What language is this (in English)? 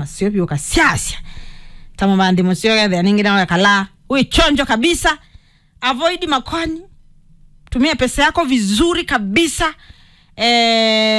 Kamba